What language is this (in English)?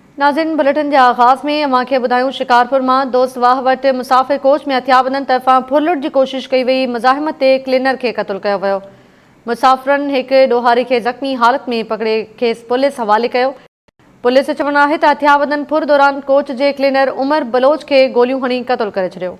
Sindhi